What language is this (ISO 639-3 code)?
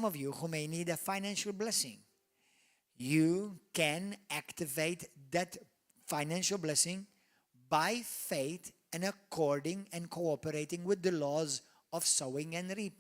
eng